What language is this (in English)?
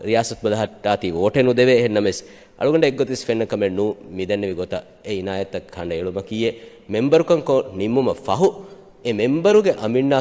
Divehi